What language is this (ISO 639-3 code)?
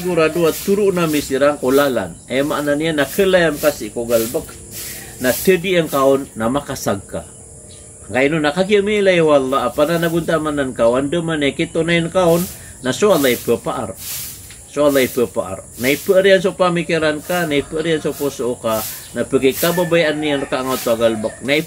mrw